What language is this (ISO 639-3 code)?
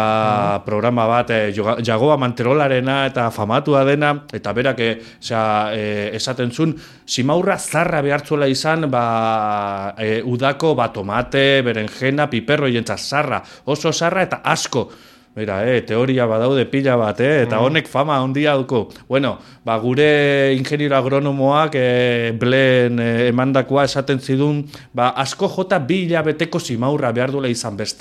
eus